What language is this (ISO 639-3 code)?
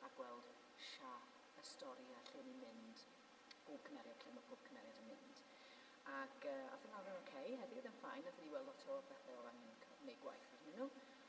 cym